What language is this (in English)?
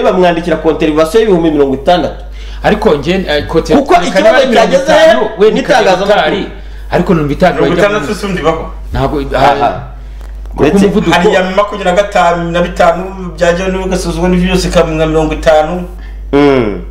Kinyarwanda